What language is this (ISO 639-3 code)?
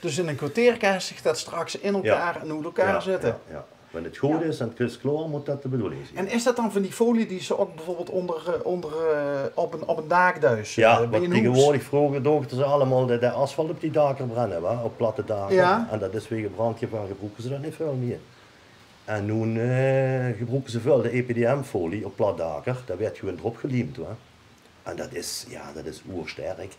lim